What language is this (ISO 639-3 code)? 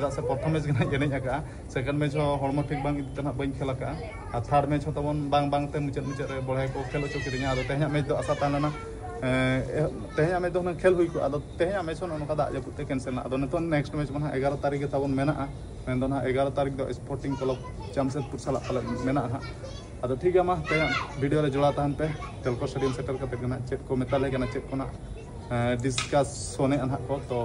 sat